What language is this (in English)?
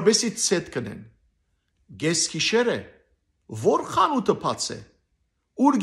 Western Armenian